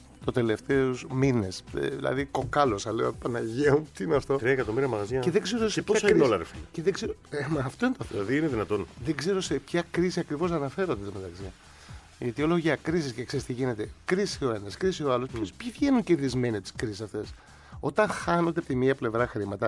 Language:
Greek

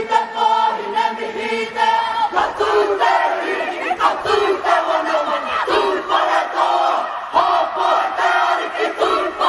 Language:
Māori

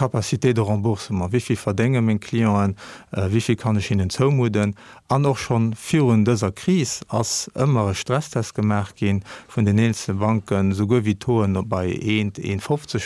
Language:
Luxembourgish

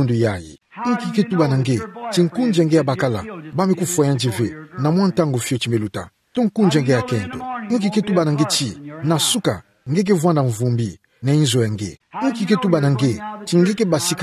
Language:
Kituba (Democratic Republic of Congo)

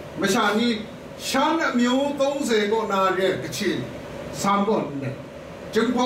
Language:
Kachin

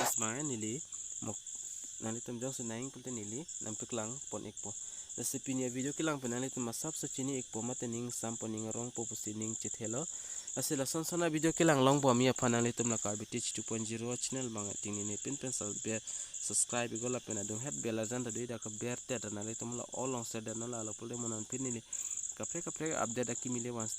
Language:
Karbi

